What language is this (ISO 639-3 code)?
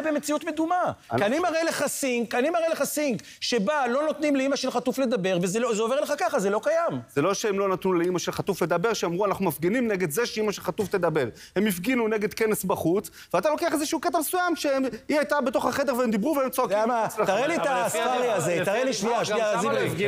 heb